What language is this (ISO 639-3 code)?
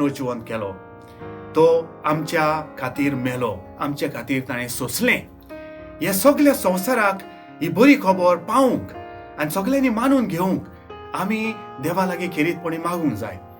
kok